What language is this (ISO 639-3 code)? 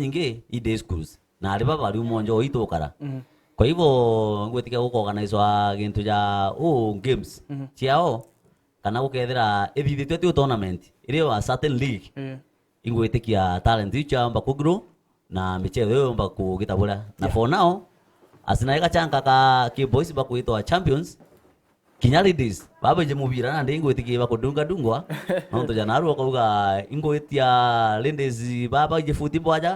mer